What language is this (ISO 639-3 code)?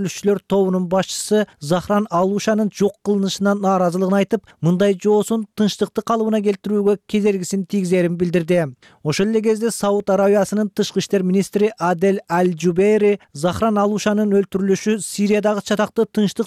kir